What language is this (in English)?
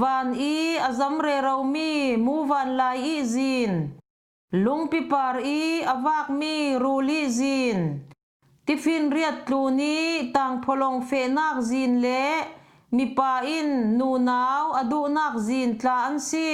Falam Chin